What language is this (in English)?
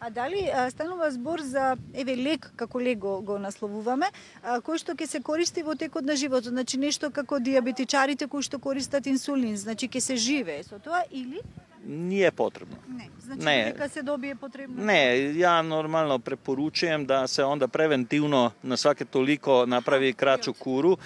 Macedonian